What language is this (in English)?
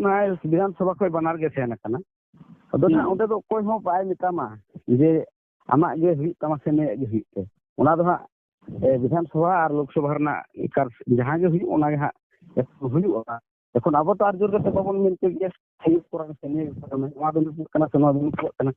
Santali